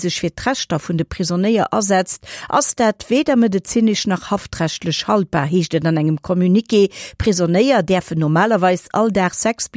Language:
Luxembourgish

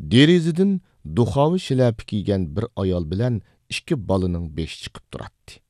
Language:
Uyghur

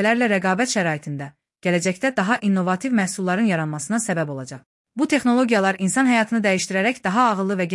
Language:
Azerbaijani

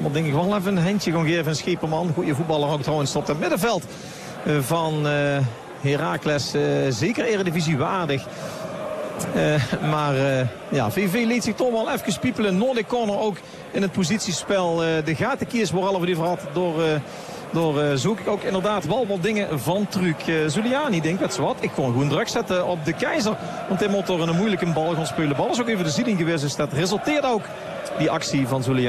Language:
Dutch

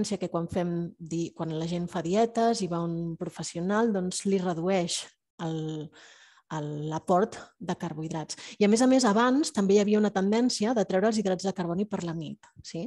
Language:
Catalan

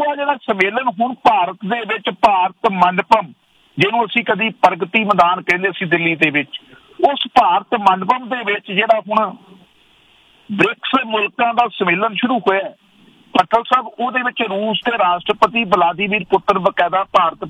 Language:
Punjabi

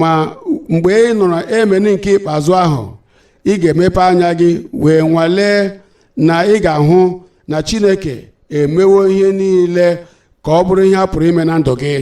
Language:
Igbo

